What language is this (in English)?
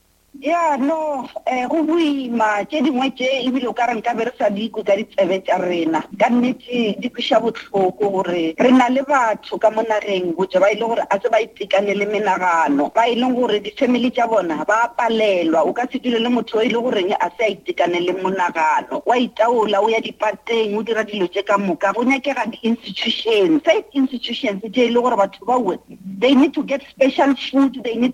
Northern Sotho